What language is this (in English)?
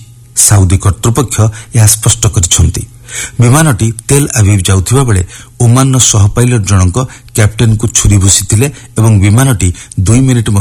Odia